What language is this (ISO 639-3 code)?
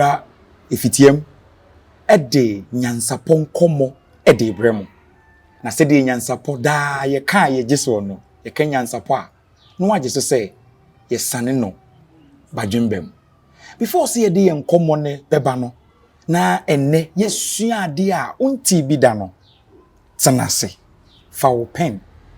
aka